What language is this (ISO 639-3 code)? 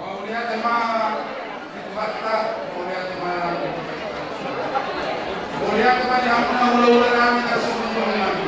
bbc